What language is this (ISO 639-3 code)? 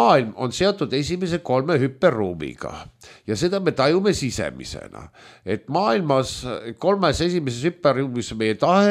est